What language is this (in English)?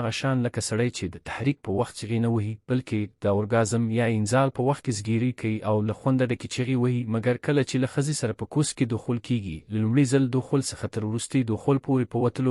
Pashto